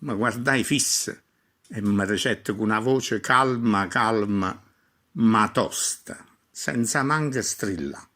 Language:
Neapolitan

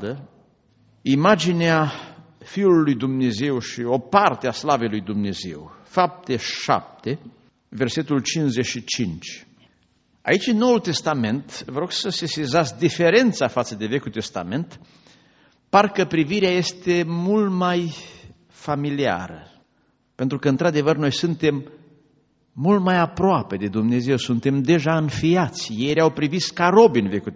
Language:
Romanian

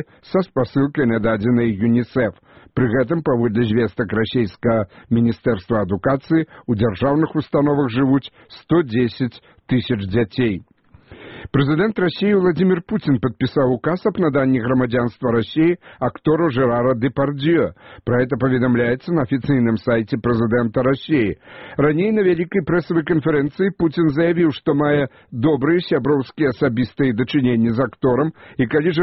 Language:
Belarusian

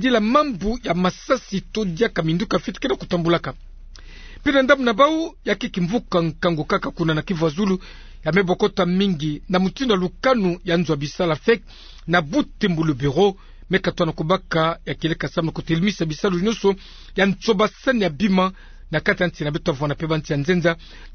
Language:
Kituba (Democratic Republic of Congo)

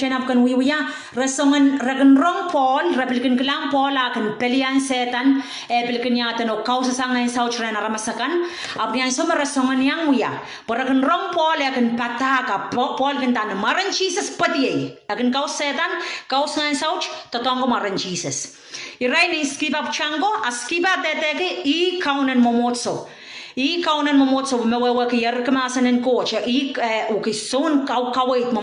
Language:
Pohnpeian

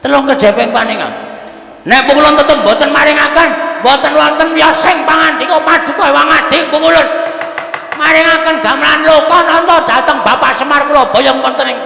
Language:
Javanese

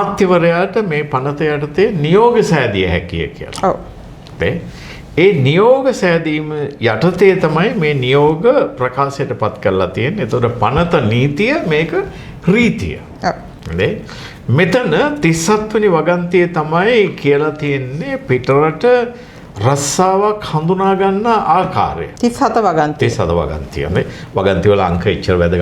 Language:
Sinhala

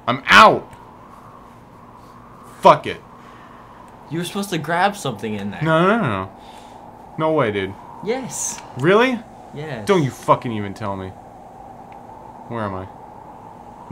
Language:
English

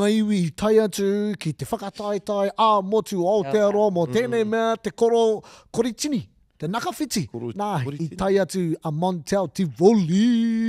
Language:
Māori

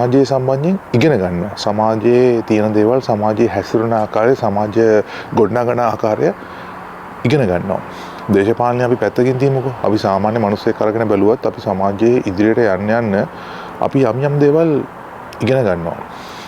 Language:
Sinhala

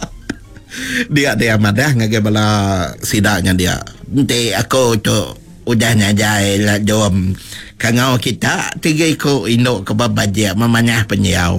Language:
Iban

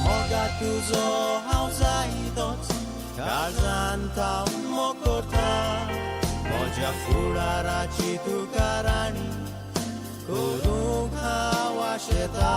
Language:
Konkani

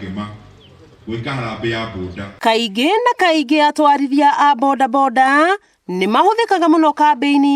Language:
Kikuyu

